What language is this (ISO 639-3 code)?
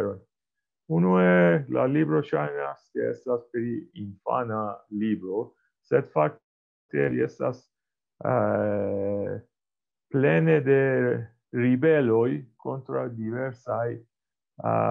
epo